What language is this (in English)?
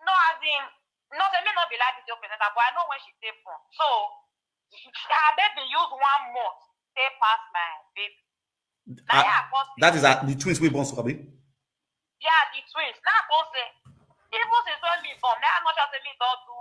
Nigerian Pidgin